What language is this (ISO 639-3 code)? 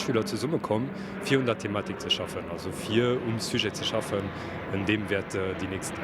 ltz